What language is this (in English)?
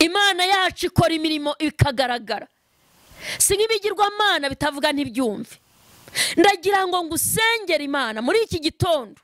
Kinyarwanda